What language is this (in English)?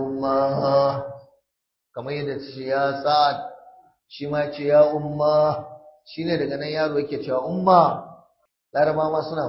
Hausa